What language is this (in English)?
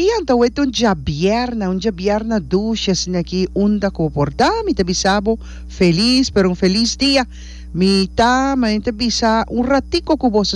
Papiamento